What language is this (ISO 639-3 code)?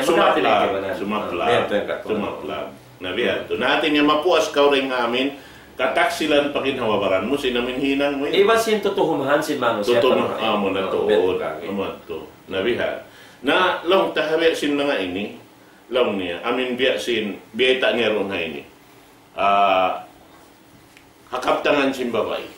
tsg